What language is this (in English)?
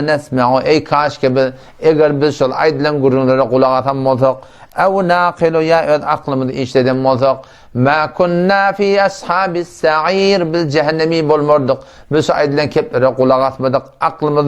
Turkmen